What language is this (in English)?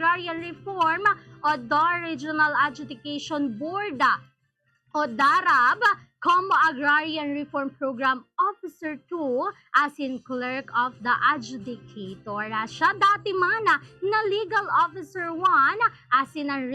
Bikol